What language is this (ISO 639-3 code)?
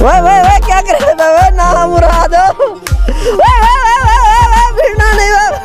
skr